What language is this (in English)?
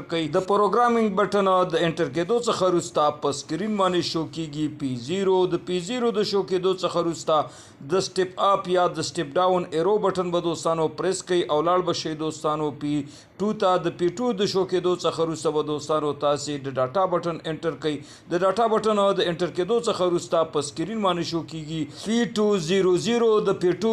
Pashto